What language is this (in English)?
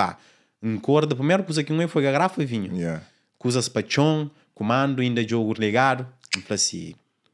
Kabuverdianu